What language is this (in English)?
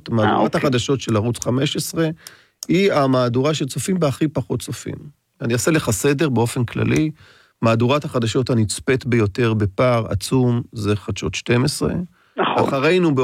Hebrew